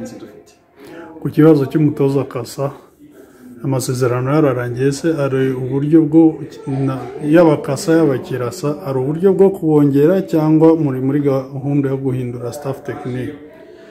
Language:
Kinyarwanda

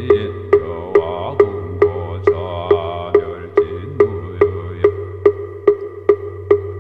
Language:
Korean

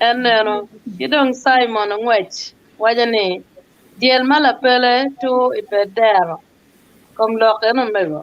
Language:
Acoli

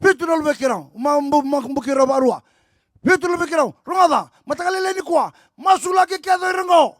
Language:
Fijian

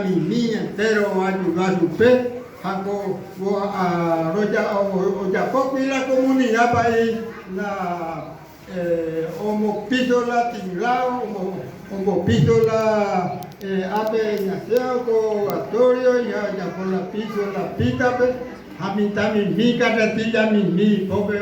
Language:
Guarani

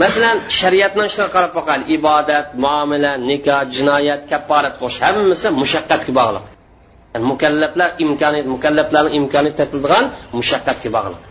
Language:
Uyghur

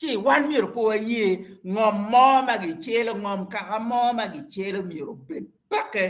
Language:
Acoli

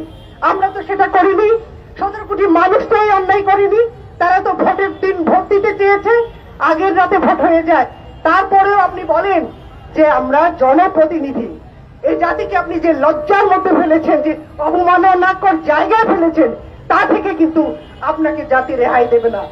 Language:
Bangla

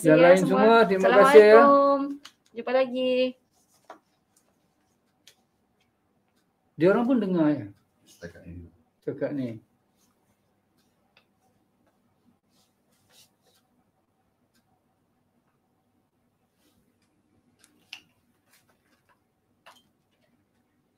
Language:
Malay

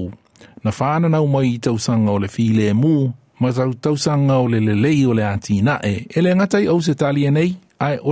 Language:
Samoan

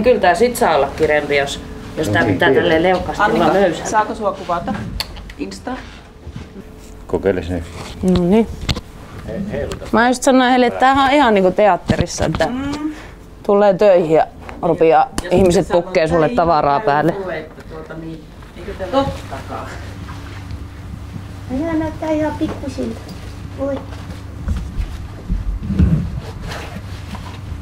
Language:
Finnish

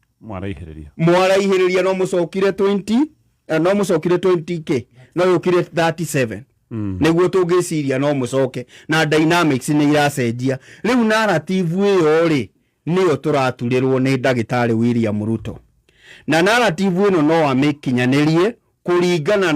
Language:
Kikuyu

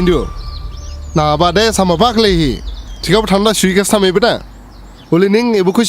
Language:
Dimasa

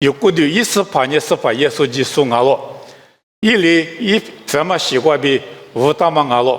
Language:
Lisu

